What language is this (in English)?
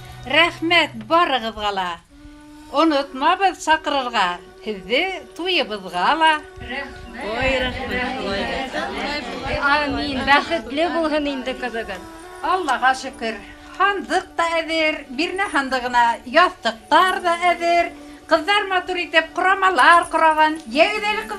Bashkir